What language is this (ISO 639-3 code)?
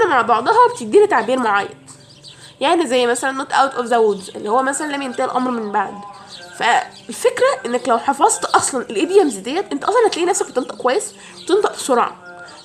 arz